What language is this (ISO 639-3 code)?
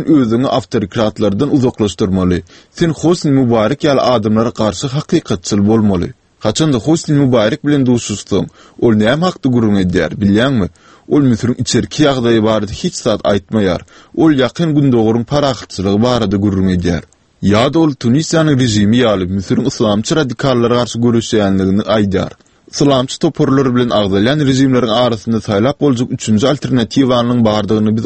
tuk